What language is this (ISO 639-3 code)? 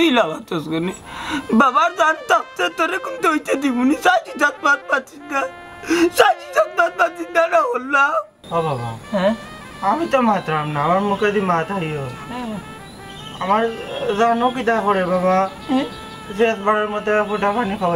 syl